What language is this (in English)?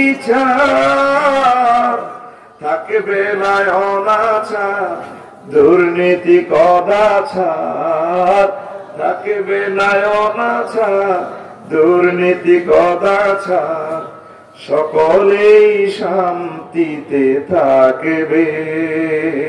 Bangla